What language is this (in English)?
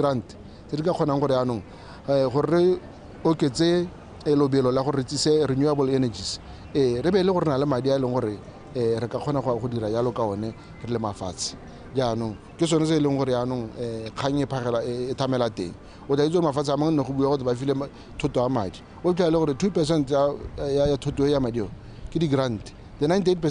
Tswana